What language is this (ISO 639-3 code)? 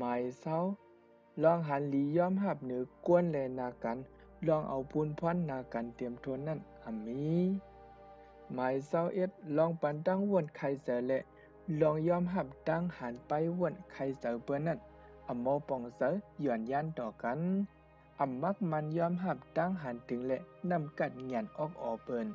shn